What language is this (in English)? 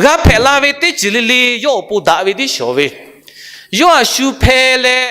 Lahu